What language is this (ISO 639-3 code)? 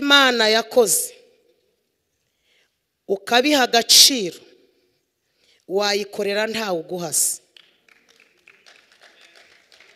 kin